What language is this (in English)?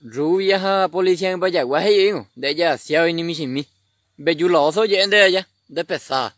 Guarani